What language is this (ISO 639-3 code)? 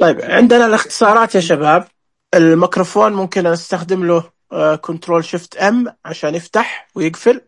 ars